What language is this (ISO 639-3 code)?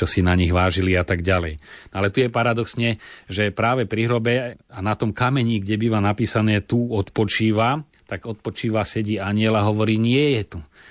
slk